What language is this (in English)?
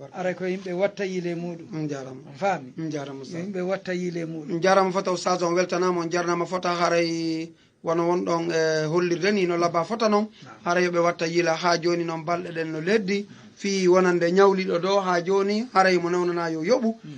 Fula